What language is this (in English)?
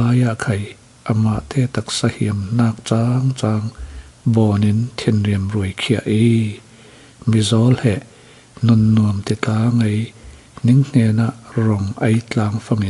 Falam Chin